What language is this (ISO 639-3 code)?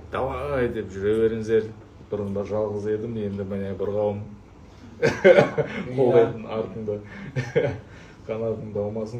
kaz